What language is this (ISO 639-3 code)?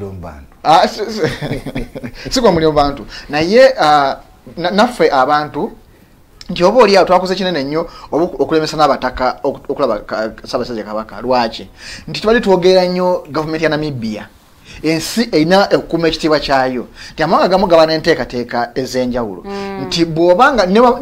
lug